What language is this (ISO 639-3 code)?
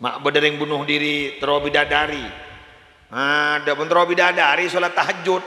mad